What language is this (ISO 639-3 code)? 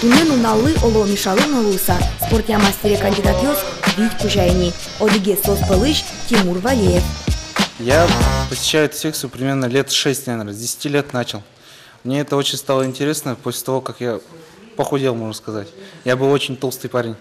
udm